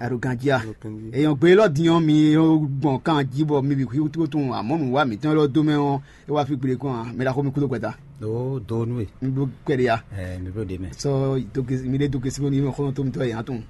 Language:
Fon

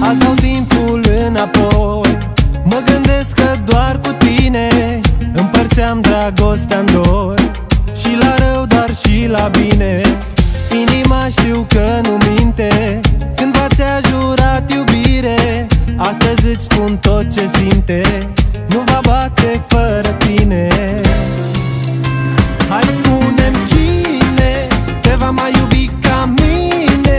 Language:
Romanian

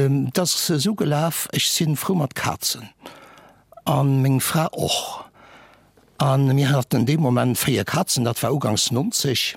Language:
Luxembourgish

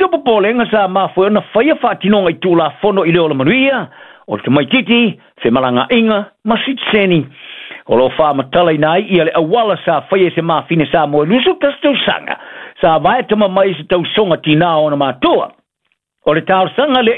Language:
Samoan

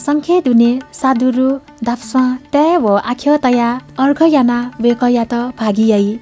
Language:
Newari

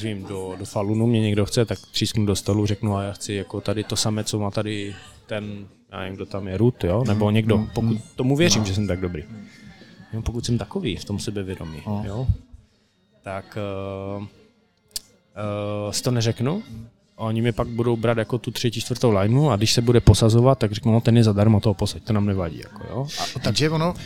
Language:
Czech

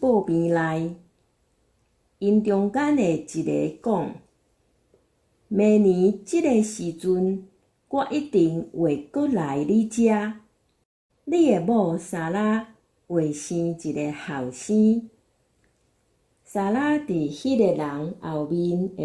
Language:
Min Nan Chinese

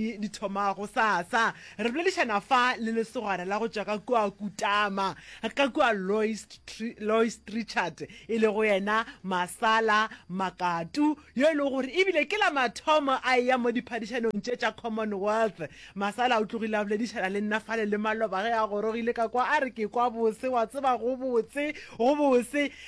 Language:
Northern Sotho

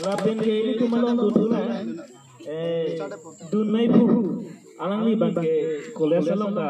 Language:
Karbi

